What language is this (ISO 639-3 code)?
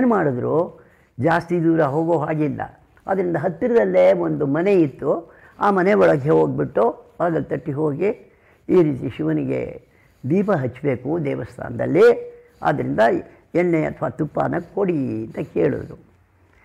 kan